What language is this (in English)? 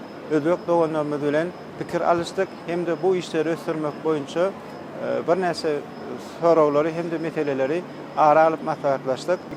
Turkmen